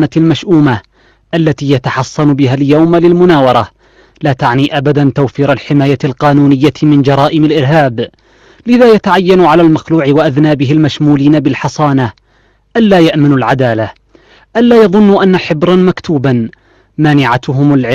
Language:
Arabic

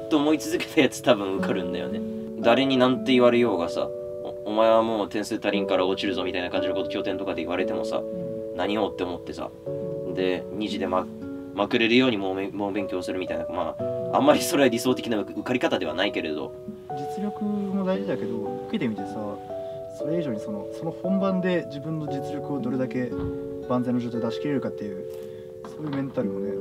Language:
Japanese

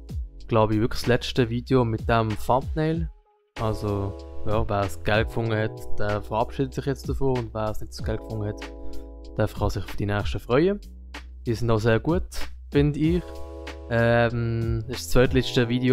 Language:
Swiss German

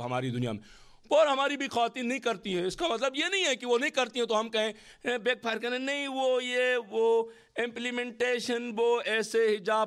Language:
Urdu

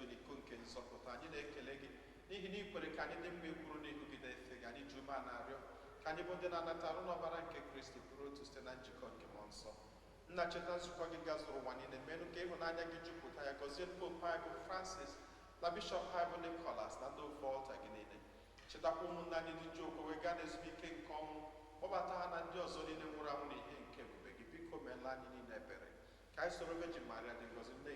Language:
Igbo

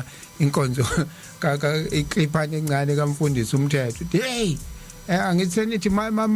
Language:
Zulu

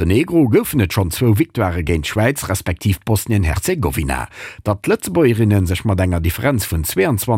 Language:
Luxembourgish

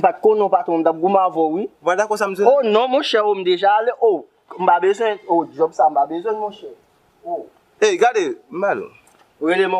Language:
Haitian Creole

